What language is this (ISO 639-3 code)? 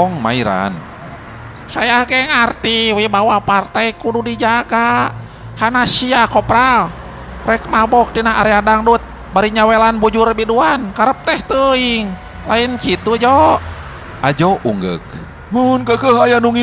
sun